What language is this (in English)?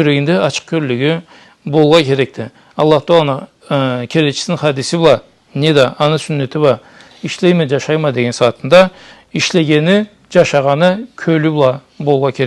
Karachay-Balkar